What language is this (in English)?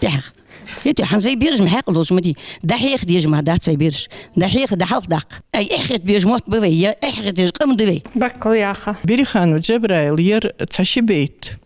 Ingush